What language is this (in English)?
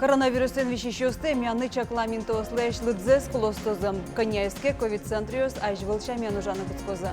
Udmurt